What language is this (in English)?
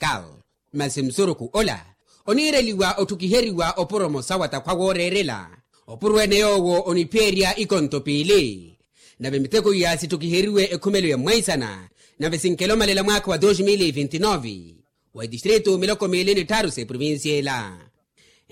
Makhuwa